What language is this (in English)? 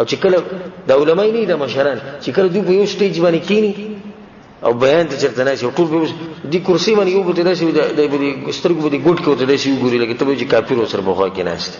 Pashto